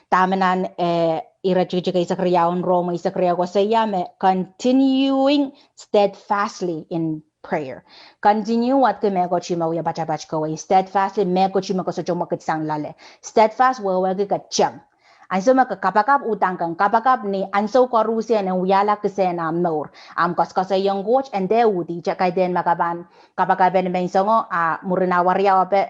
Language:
Pohnpeian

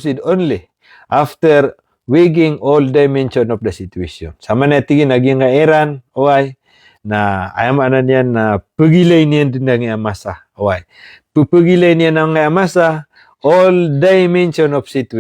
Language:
Maranao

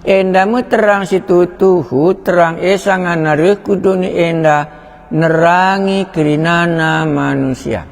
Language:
Batak Karo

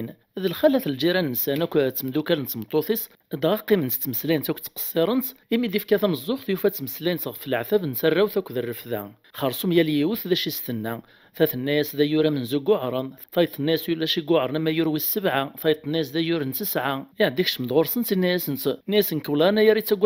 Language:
Kabyle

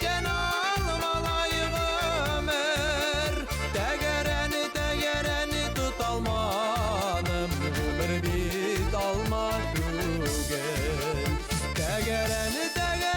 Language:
Bashkir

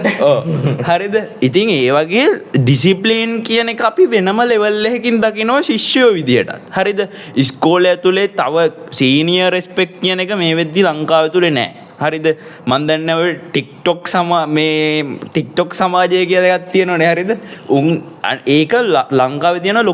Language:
Sinhala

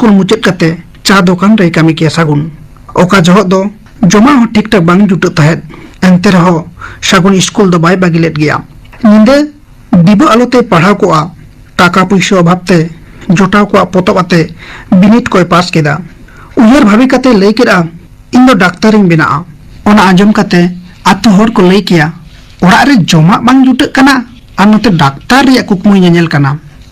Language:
Santali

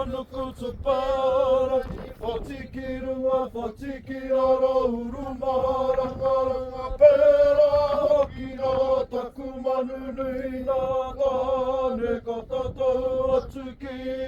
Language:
Māori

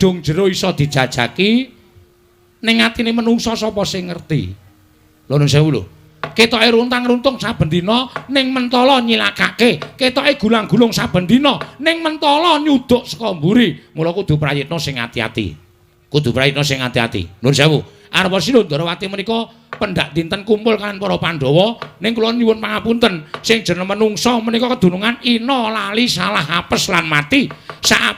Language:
Javanese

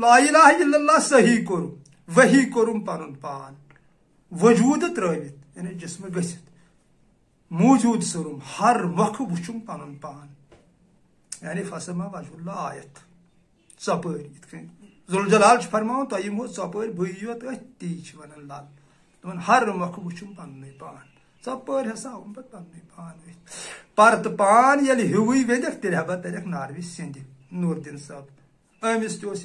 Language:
Kashmiri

